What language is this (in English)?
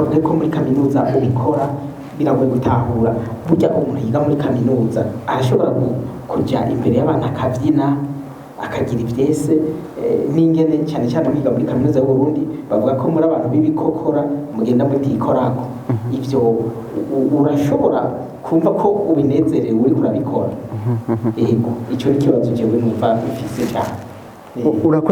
Rundi